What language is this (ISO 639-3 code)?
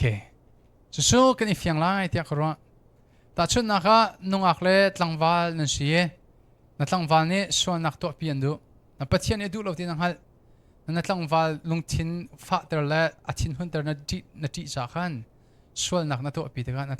cnh